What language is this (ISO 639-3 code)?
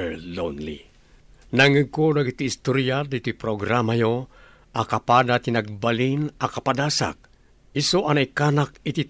ilo